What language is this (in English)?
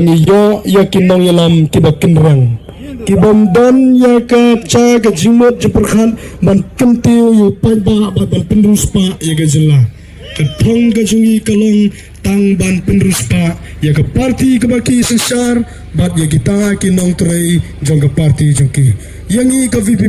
Khasi